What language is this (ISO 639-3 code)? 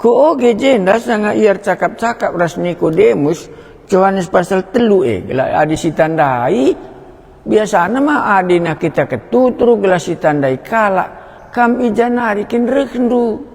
btx